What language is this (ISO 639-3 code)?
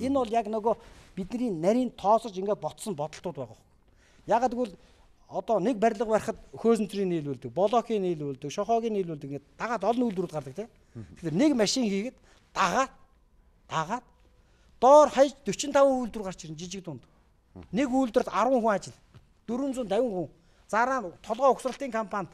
mon